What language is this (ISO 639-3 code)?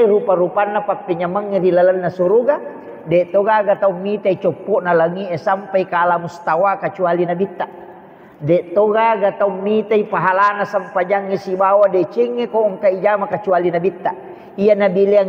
bug